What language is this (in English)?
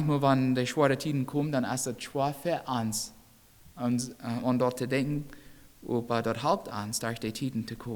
Plautdietsch